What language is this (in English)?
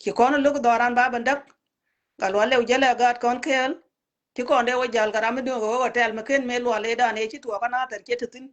Nuer